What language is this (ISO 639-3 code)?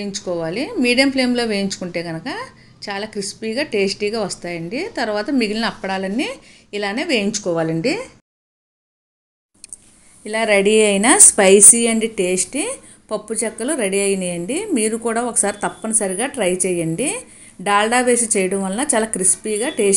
tel